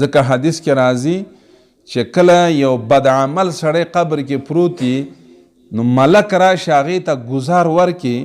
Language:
Pashto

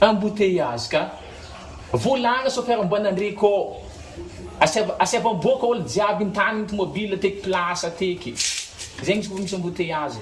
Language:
Malagasy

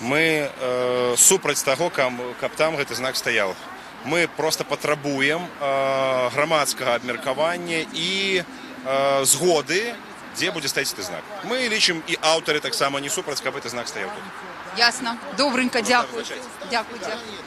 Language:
Belarusian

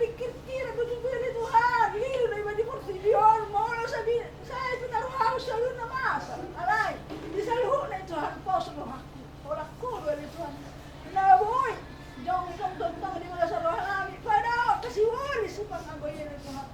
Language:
Batak Toba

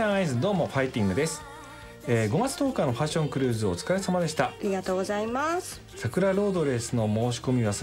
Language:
Japanese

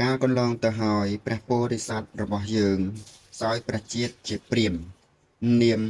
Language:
Khmer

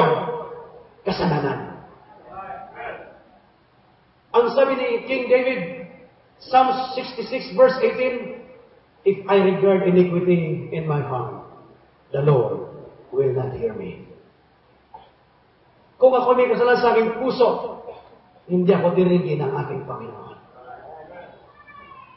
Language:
Filipino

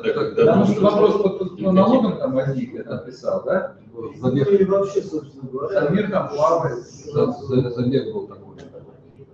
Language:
Russian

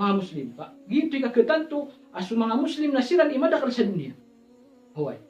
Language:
Maranao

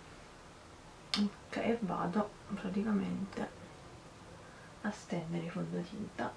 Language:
Italian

